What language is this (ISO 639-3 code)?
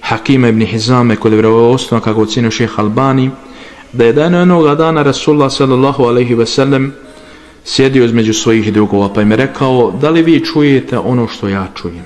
bos